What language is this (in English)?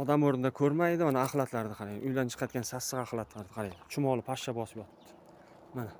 Uzbek